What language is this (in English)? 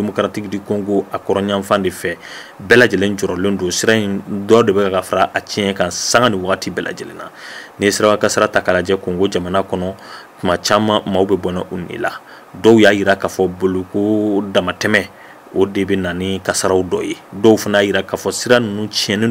Bambara